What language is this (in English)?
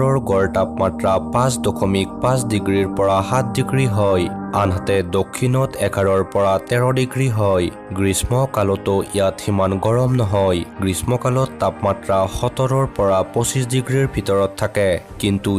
Assamese